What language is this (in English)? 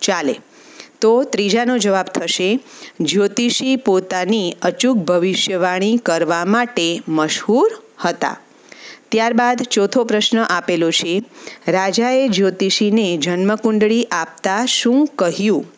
Gujarati